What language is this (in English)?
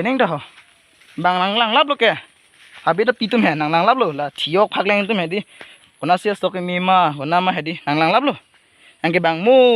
Karbi